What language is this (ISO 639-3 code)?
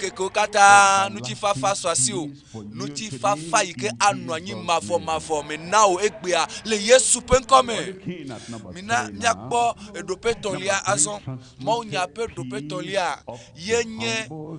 ewe